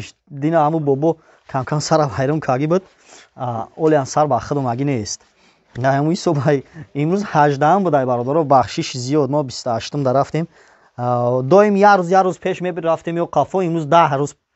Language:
Tajik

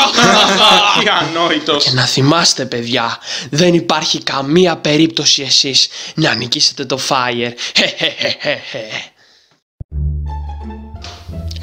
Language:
Greek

